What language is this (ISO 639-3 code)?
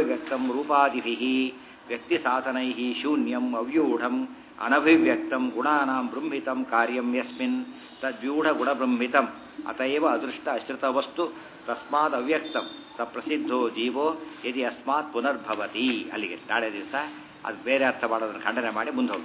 kan